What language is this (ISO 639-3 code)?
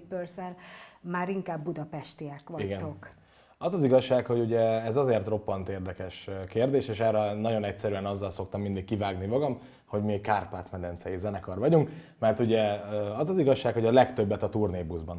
hun